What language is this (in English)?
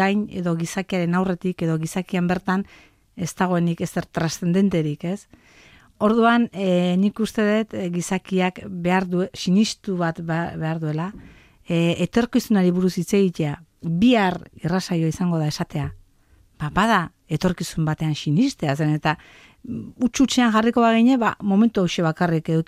Basque